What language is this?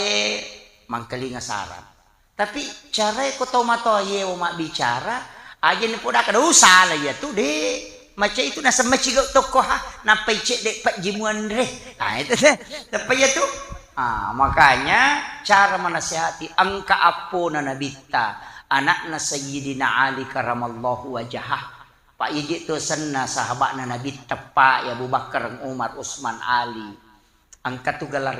Buginese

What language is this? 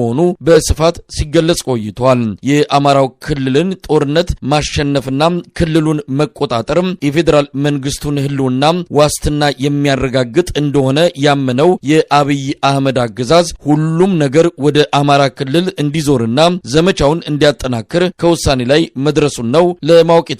Amharic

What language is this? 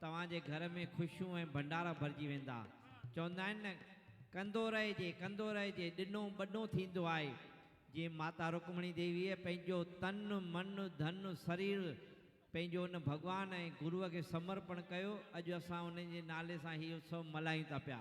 Sindhi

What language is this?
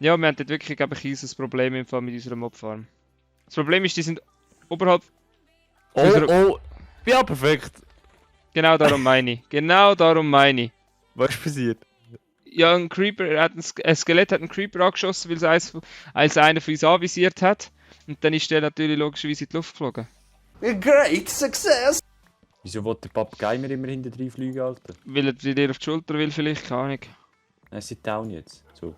Swiss German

